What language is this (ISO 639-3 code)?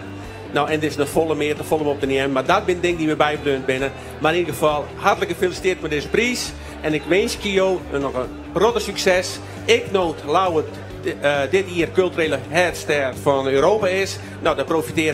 fry